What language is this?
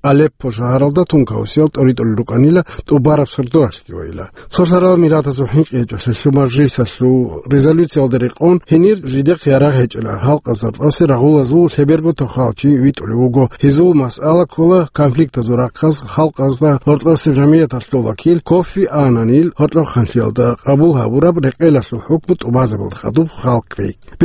Avaric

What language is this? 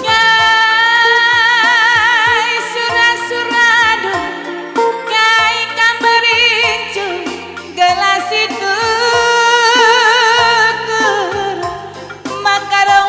Batak Karo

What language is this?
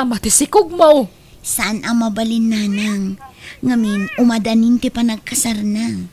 Iloko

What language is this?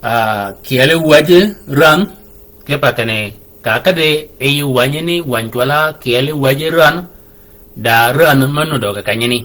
Shilluk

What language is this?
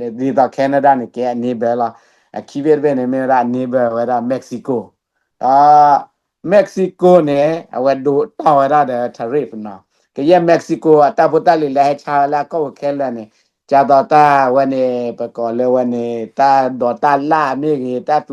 S'gaw Karen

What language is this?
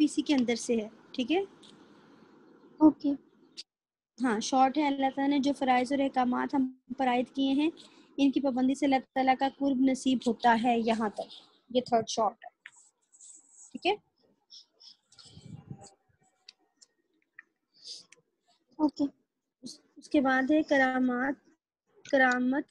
Urdu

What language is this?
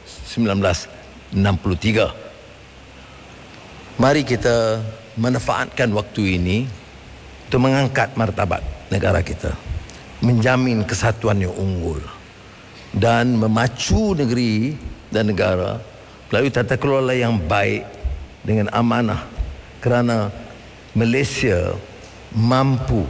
Malay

